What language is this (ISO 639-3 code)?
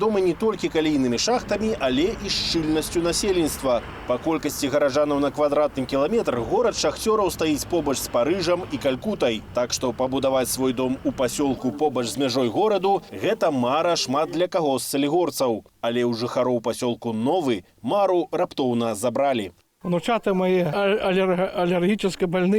bel